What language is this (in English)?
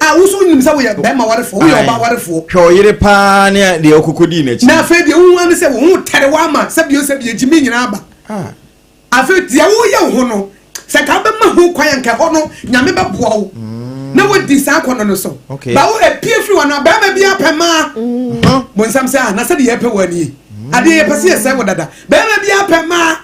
Akan